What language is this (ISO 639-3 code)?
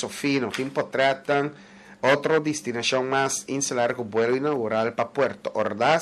pap